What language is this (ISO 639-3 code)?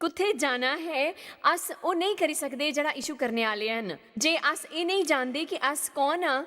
doi